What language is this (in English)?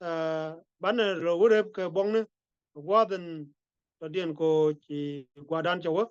Nuer